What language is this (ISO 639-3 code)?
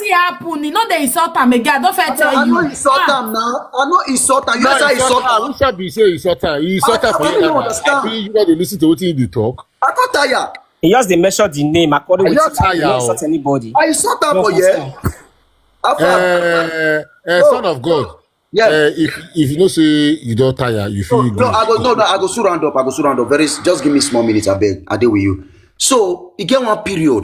pcm